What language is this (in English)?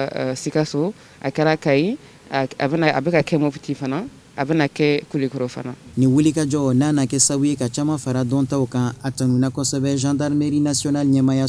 Bambara